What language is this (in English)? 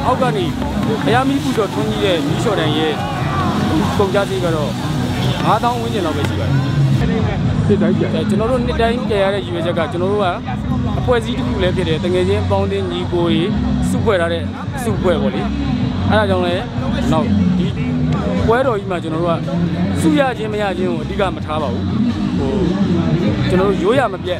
Burmese